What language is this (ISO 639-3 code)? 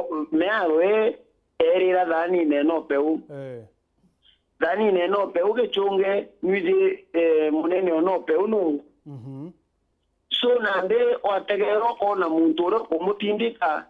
mer